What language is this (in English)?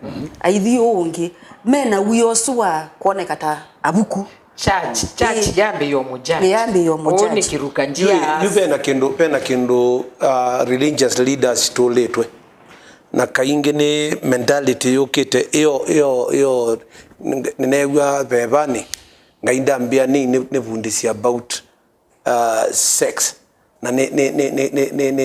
Kamba